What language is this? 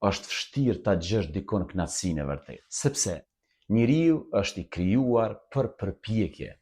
Albanian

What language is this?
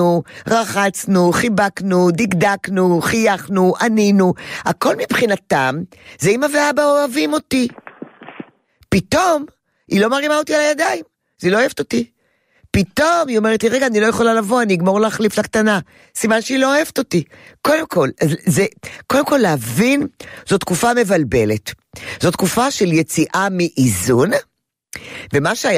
Hebrew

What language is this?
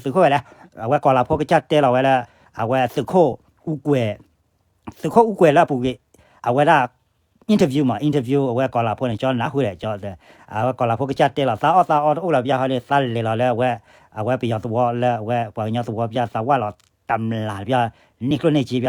S'gaw Karen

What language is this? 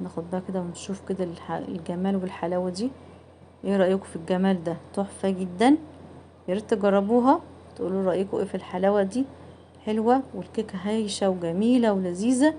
Egyptian Arabic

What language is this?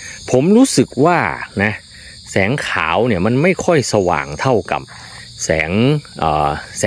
Thai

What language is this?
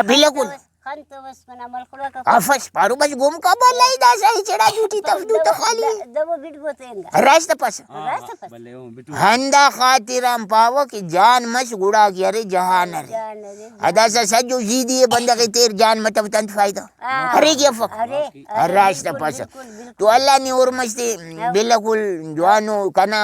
Brahui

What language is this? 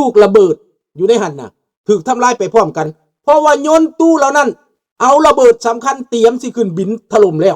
Lao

